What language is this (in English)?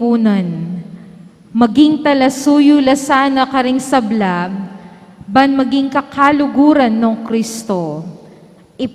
Pampanga